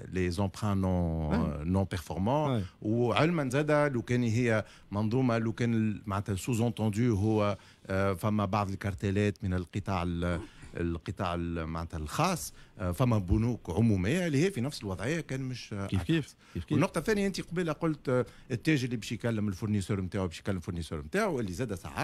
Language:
Tunisian Arabic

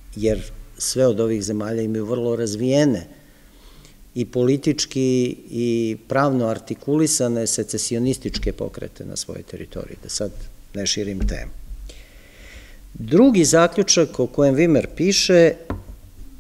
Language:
Serbian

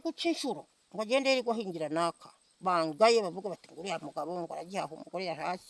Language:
Kinyarwanda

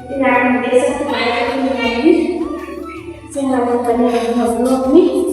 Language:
Chhattisgarhi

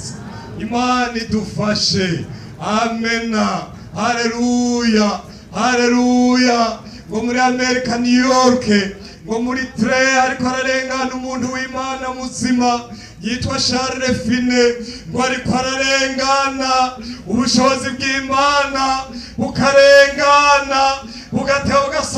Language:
Rundi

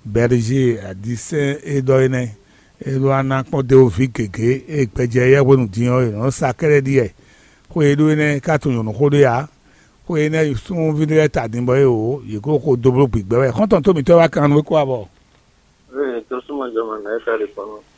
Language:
Fon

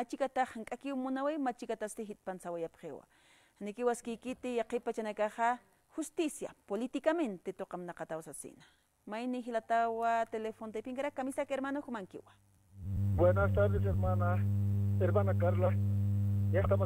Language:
Aymara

